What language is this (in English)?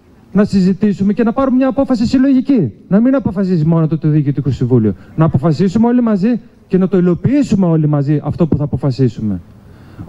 Greek